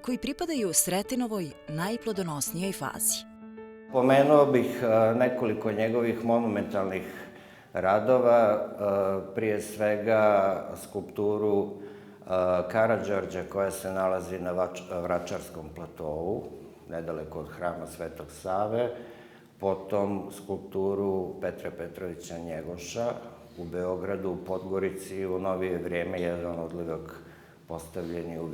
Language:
Bosnian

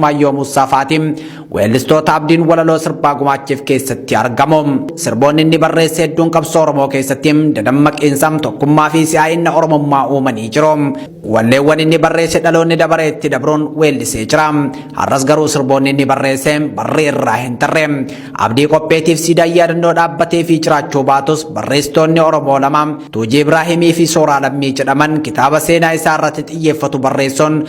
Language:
Oromo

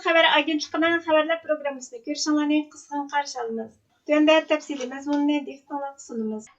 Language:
Uyghur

